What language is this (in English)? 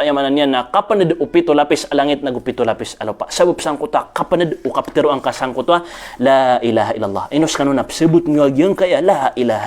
Maranao